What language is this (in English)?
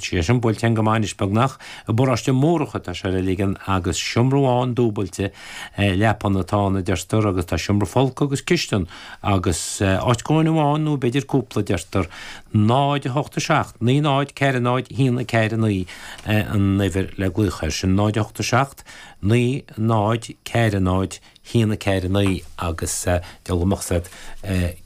Irish